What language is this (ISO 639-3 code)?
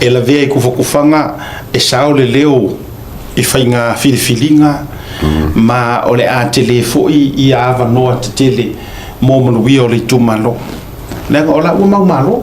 smo